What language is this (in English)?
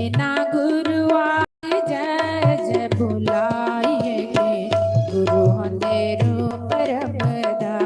Dogri